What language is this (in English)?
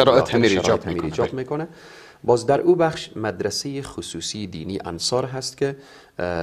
Persian